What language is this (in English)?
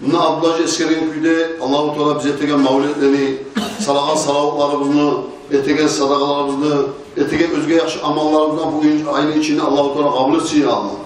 Kumyk